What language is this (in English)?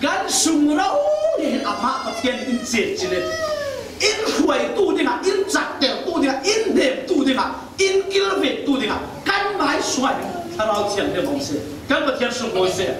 Falam Chin